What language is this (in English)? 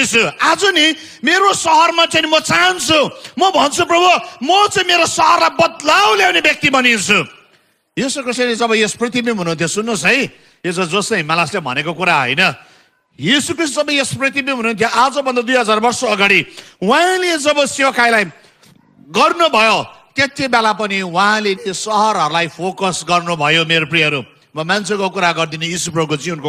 Nepali